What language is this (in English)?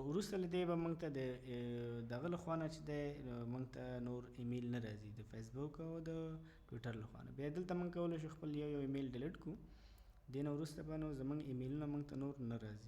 Pashto